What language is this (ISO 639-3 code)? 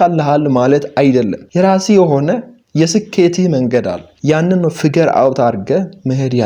amh